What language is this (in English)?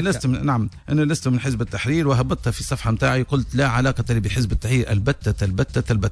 Tunisian Arabic